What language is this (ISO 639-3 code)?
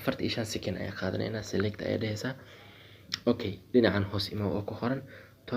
som